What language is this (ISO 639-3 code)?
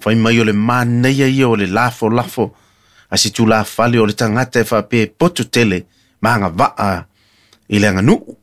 smo